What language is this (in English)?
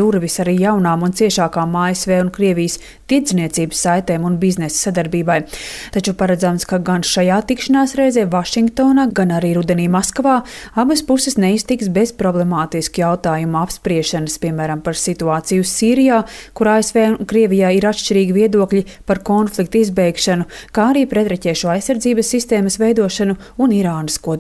Latvian